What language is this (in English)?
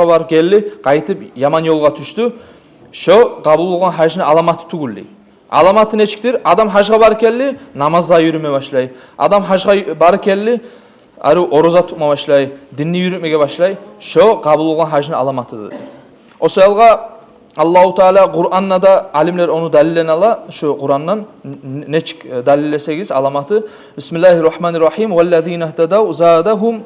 Kumyk